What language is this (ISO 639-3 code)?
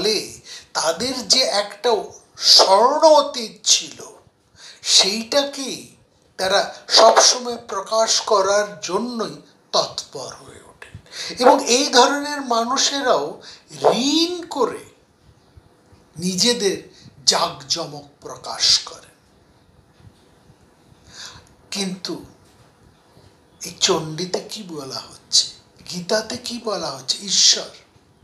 ben